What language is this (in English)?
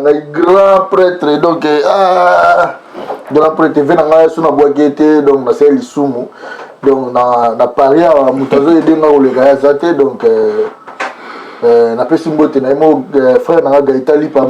Lingala